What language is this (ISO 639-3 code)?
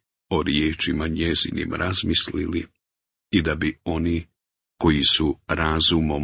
bos